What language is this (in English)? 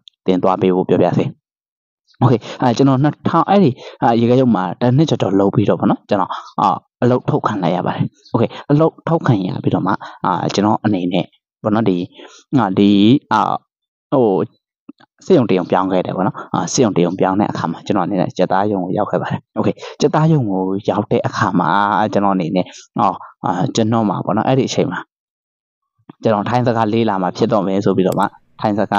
Burmese